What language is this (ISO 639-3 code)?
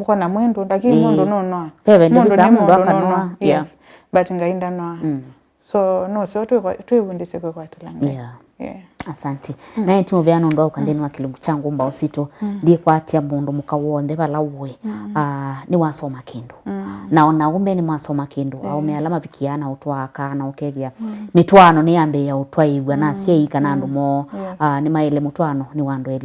kam